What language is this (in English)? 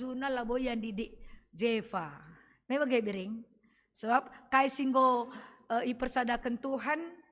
Batak Karo